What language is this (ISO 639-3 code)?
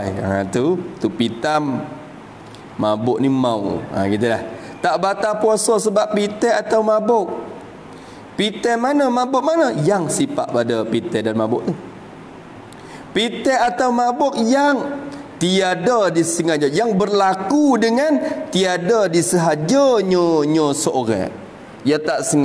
msa